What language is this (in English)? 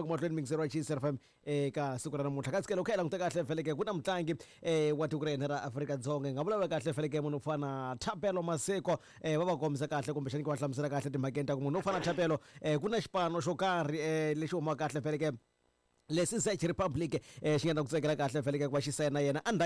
Tsonga